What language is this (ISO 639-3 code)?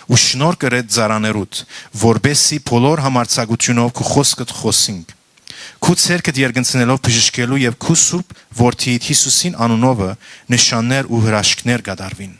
hyw